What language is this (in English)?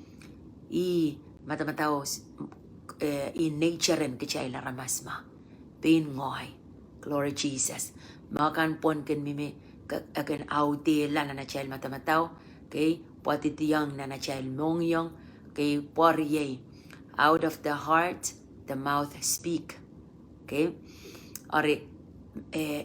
Pohnpeian